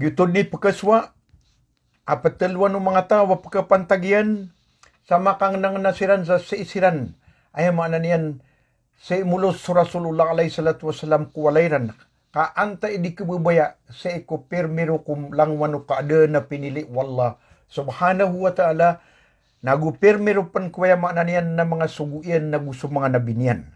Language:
Maranao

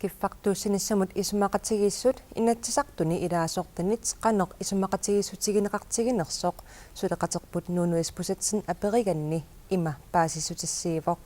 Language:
Kalaallisut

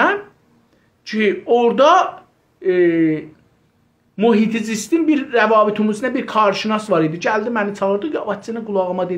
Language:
South Azerbaijani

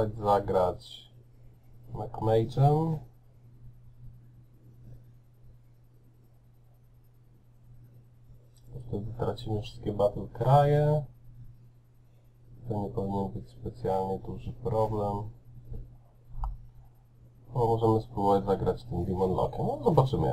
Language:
Polish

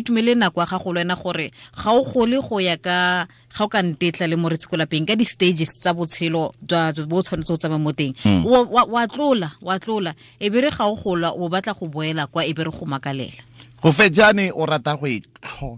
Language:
Tswana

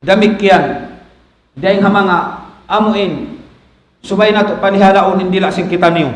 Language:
Tausug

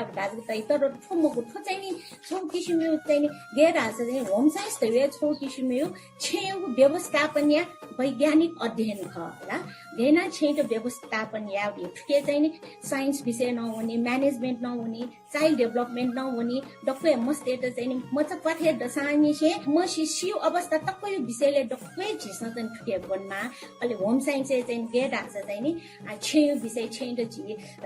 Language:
Newari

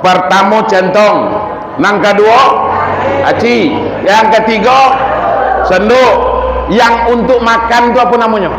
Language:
Minangkabau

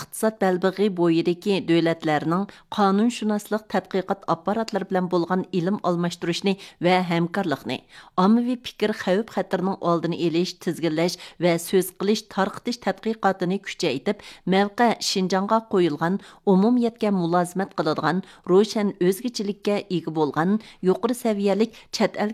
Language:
Uyghur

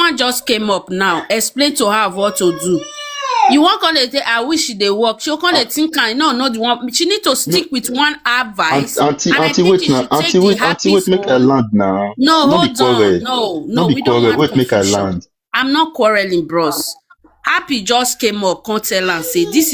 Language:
Nigerian Pidgin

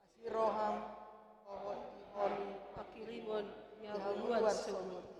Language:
Batak Toba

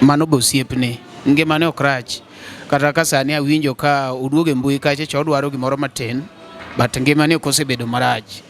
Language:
Luo (Kenya and Tanzania)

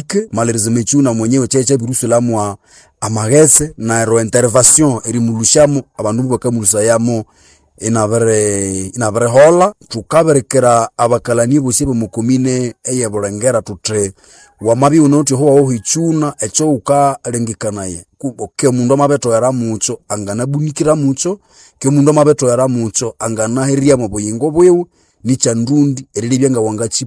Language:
Nande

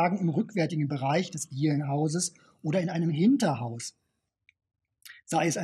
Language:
German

